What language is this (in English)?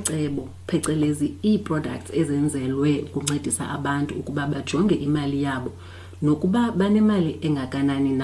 Xhosa